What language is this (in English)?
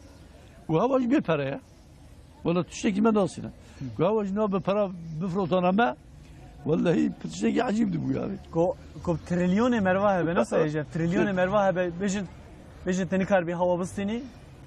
Kurdish